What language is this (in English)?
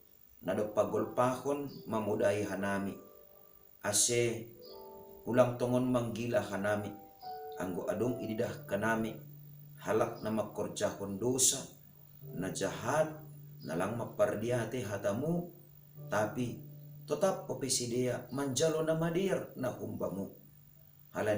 Batak Simalungun